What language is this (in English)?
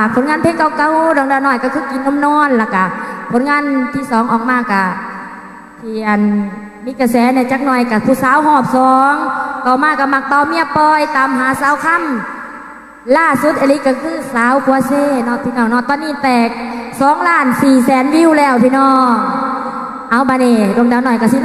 Lao